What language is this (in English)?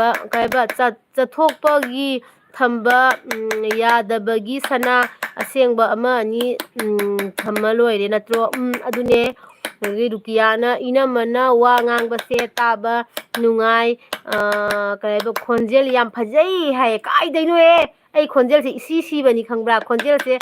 Manipuri